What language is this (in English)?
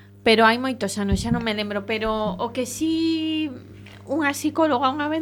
Galician